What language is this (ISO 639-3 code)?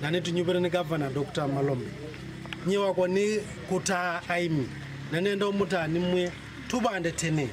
kam